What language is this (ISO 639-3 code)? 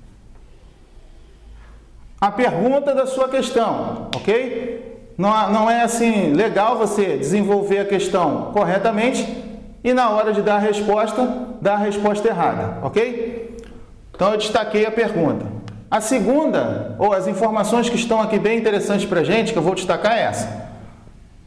por